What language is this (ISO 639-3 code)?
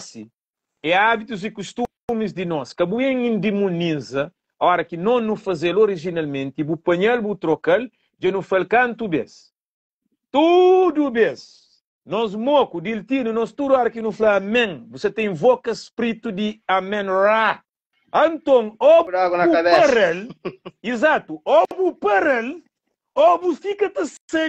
kea